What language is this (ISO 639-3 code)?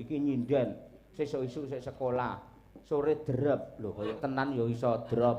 jav